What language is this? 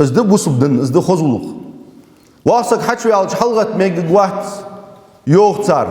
Ingush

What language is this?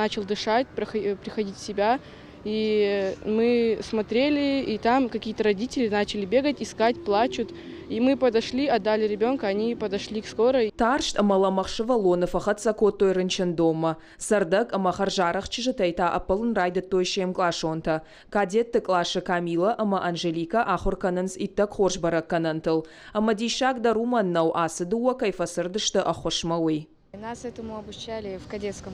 Ossetic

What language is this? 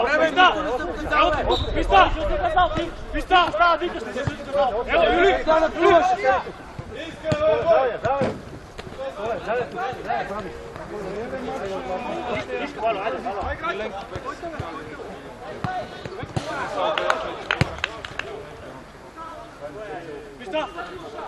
Bulgarian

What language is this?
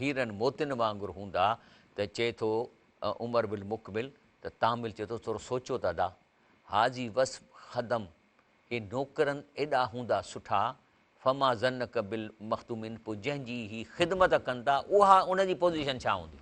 Sindhi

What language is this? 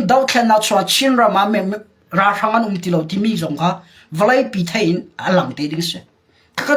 Hakha Chin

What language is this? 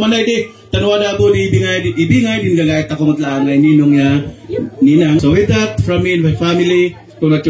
Kankanaey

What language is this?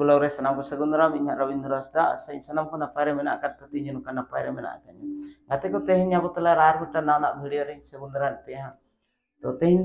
Santali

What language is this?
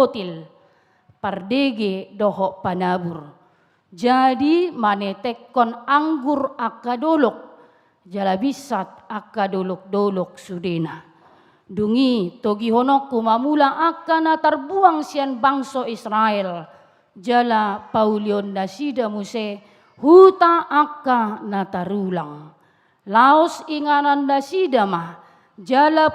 Batak Toba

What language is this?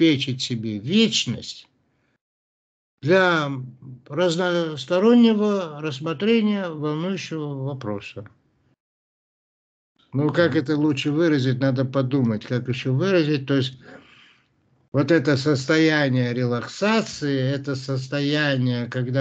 Russian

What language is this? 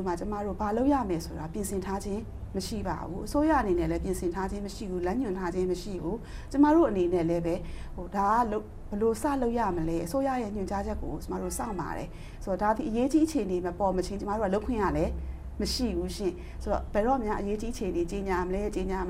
Burmese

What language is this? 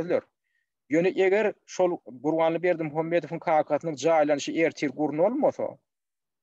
Turkmen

